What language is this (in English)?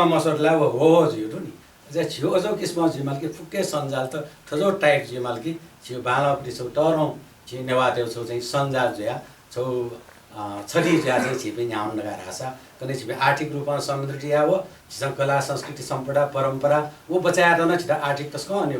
Newari